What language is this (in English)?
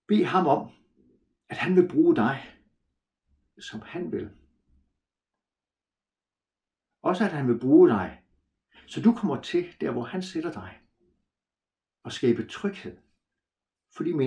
Danish